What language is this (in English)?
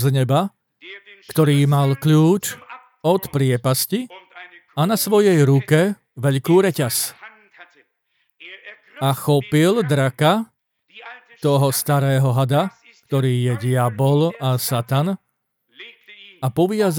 Slovak